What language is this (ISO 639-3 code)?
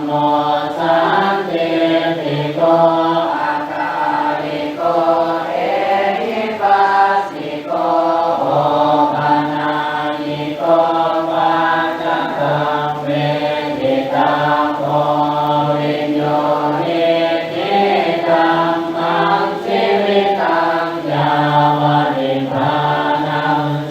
pli